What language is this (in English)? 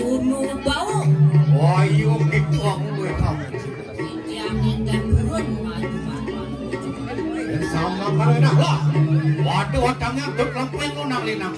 Balinese